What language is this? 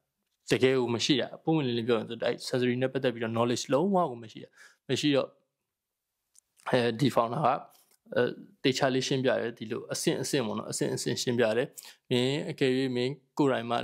Burmese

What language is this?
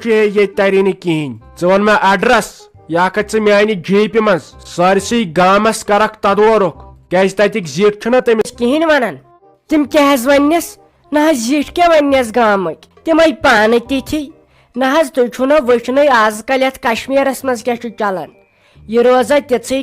Kashmiri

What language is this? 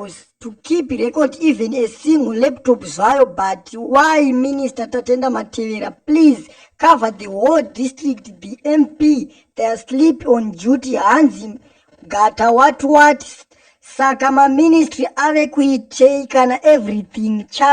Shona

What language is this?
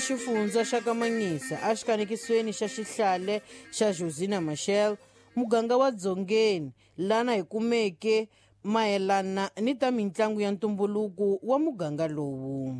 Tsonga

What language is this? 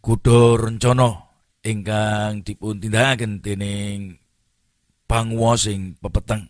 Javanese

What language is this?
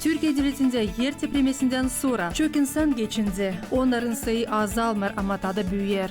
Gagauz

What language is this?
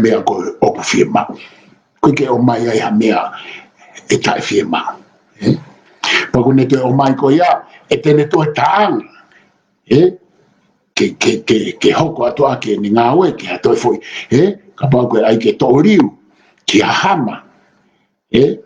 Tongan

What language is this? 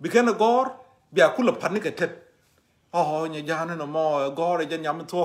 Nuer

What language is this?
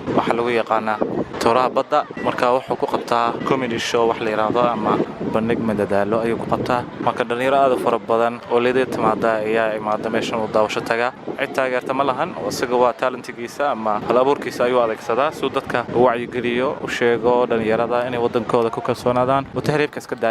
Somali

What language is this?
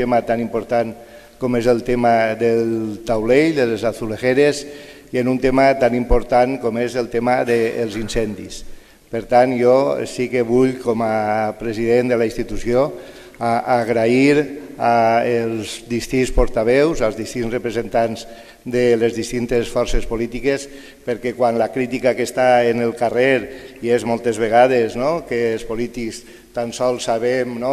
Catalan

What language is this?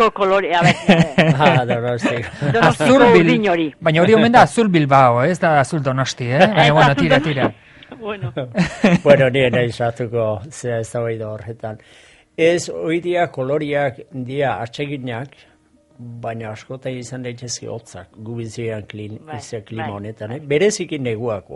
Basque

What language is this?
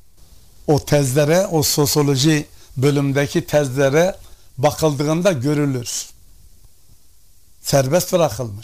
Turkish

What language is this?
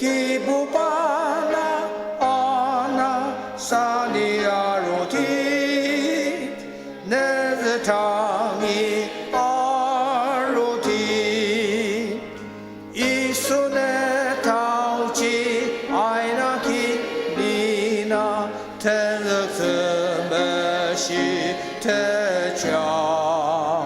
Ao Naga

